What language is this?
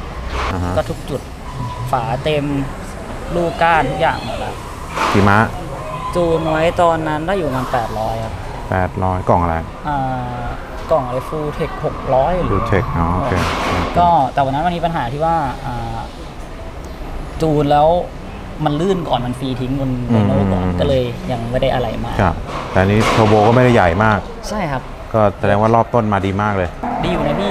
Thai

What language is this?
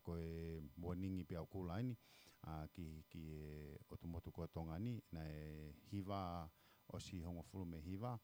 Tongan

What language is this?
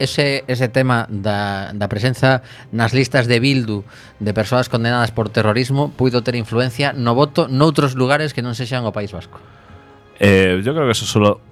Galician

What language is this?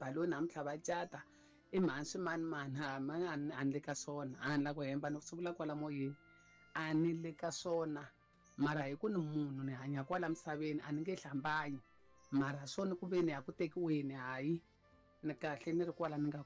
Tsonga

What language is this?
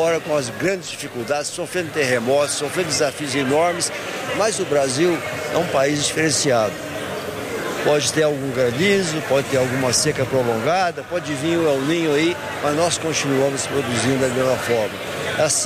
Portuguese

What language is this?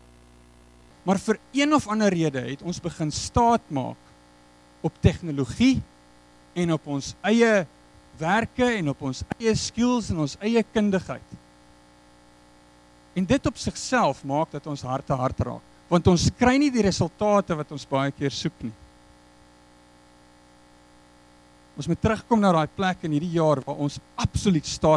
Afrikaans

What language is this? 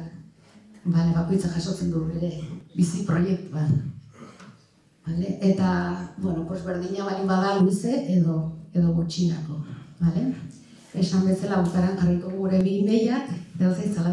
Basque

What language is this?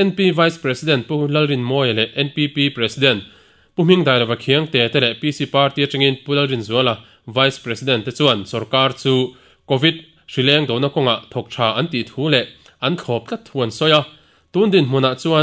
Mizo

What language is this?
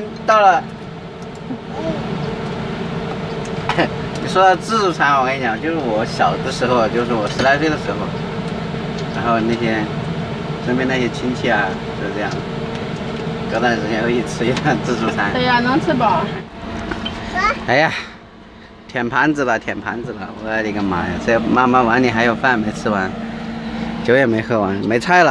Chinese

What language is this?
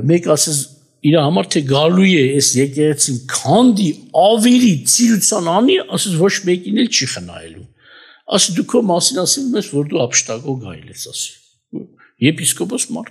Armenian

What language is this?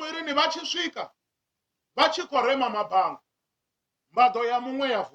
Venda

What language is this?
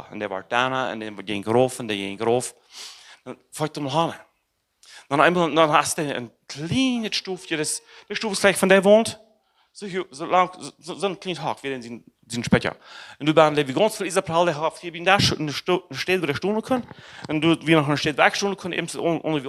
Plautdietsch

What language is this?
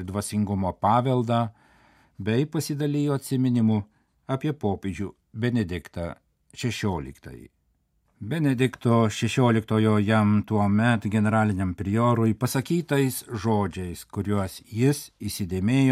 Lithuanian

